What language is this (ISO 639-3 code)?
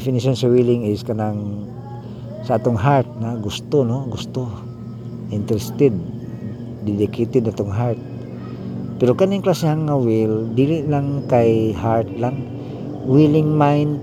ceb